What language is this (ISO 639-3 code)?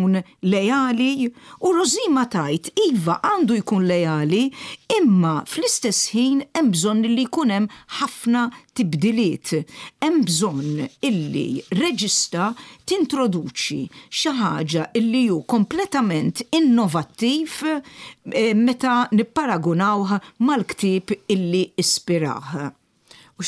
mlt